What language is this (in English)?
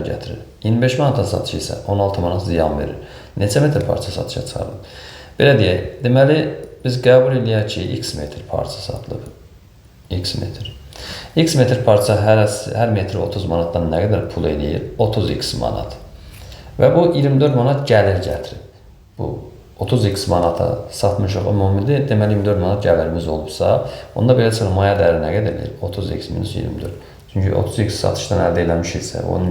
Azerbaijani